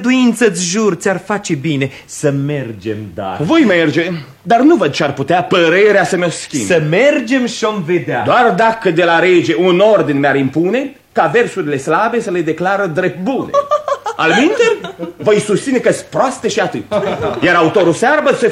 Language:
Romanian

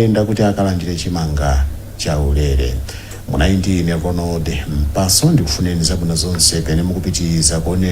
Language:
Nyanja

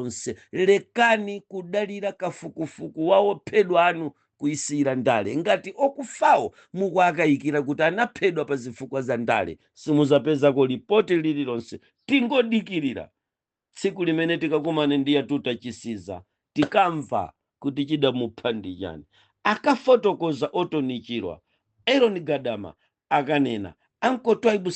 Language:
Nyanja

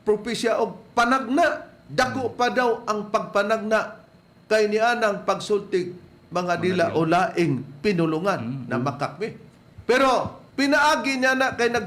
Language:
Cebuano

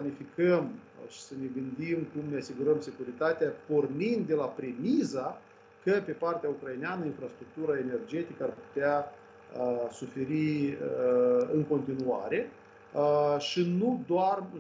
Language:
Romanian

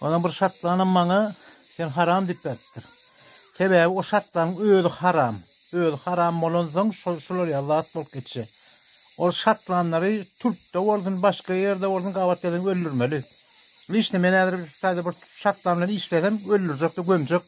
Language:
Turkmen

